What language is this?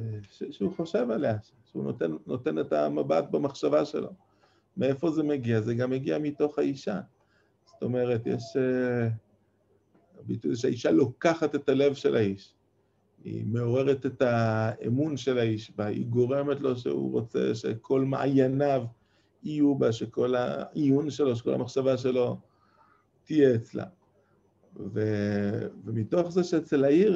Hebrew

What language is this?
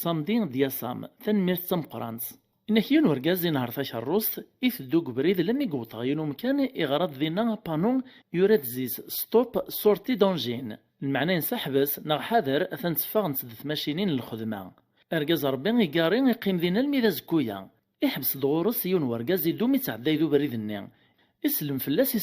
Kabyle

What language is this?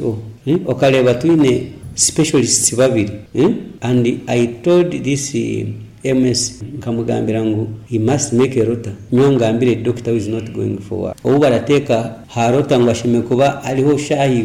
Nyoro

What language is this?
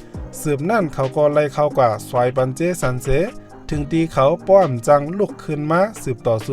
Shan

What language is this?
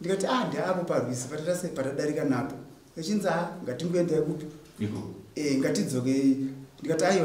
Shona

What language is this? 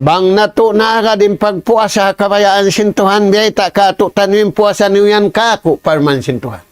Tausug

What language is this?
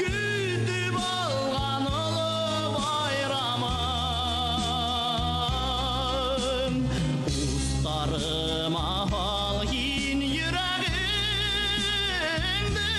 Bashkir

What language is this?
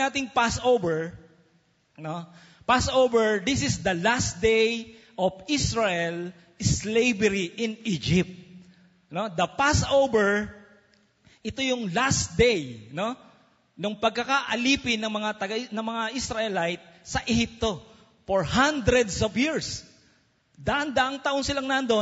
Filipino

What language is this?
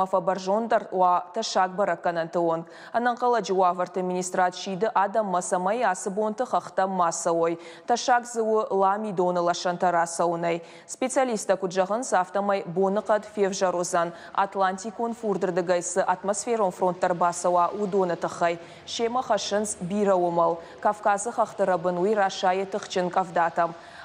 Ossetic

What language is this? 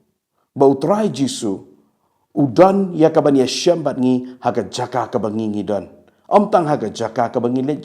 Khasi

